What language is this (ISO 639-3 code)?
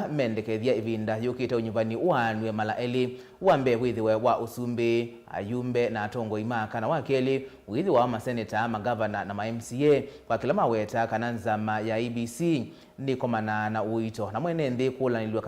kam